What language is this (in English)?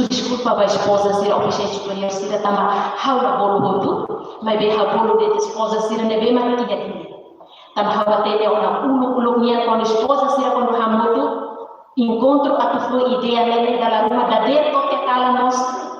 Tetum